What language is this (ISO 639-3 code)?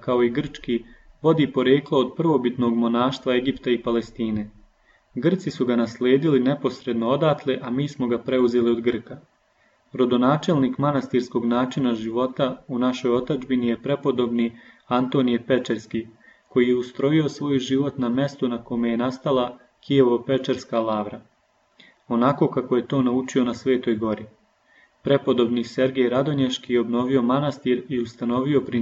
srp